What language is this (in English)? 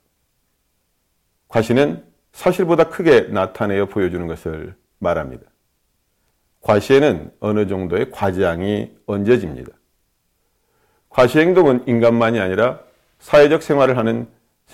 Korean